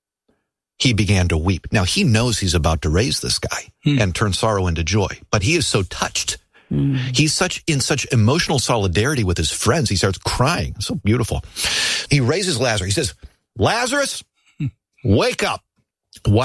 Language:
English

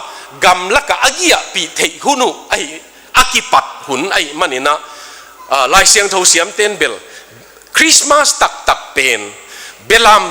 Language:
Tedim Chin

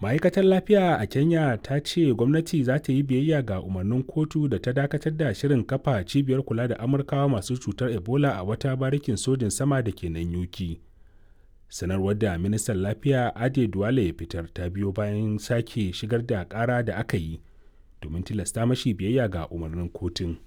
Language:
Hausa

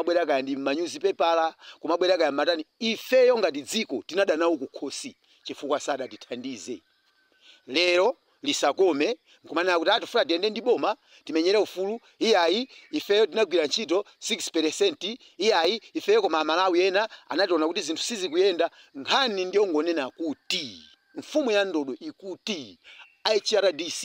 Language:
Nyanja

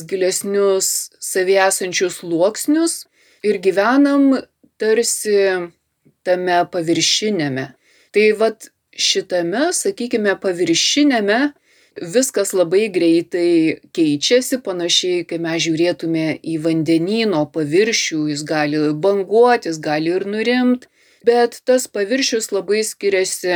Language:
Lithuanian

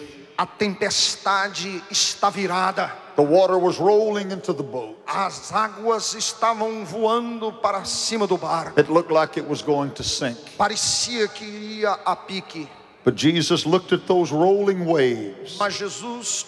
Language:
Portuguese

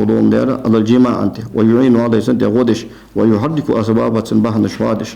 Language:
Ingush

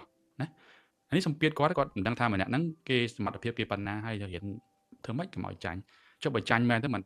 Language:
Khmer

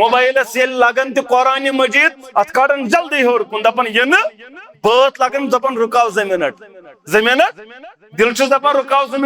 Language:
Kashmiri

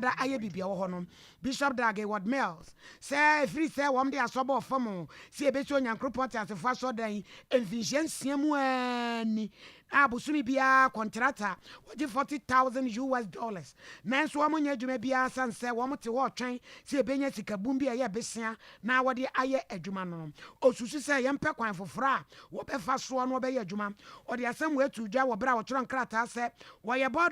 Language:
Akan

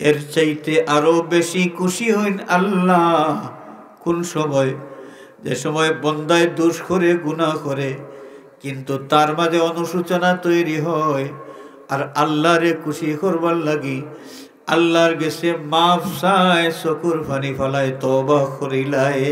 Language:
Sylheti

